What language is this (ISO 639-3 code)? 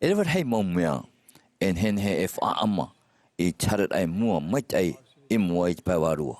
tah